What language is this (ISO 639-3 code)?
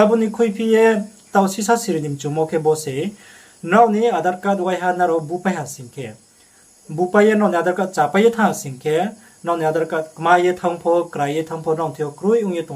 ria